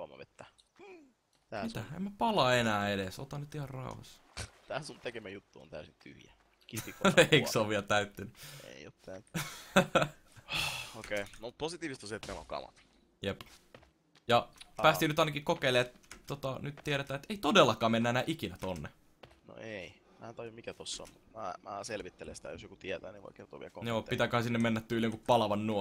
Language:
Finnish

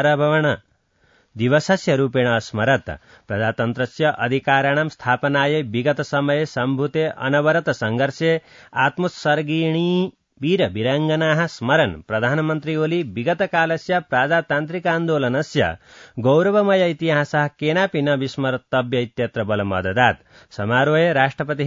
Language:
Sanskrit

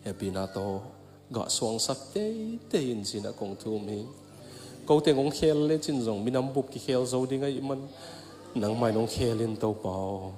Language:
Tedim Chin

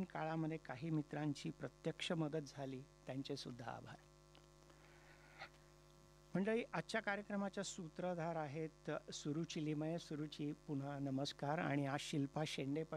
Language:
Marathi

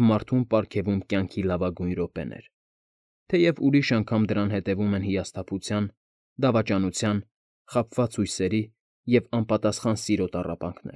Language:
Armenian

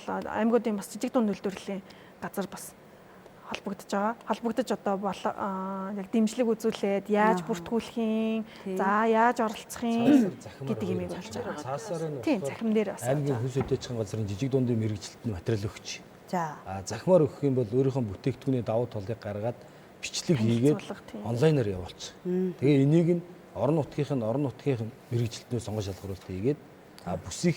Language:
Mongolian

